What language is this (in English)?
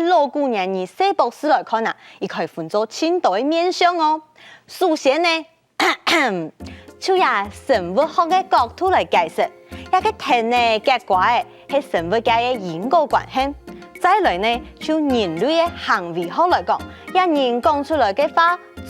Hakka Chinese